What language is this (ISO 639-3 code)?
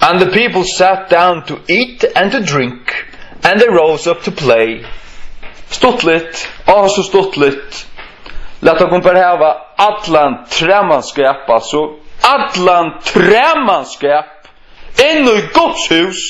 fao